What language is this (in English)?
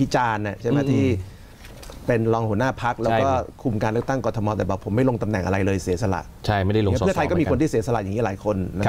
Thai